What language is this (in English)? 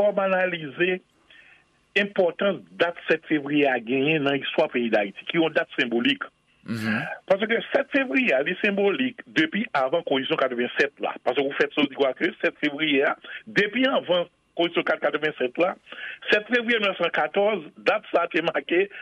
Haitian Creole